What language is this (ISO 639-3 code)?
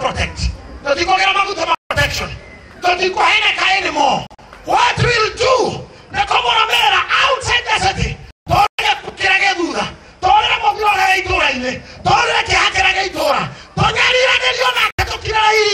kik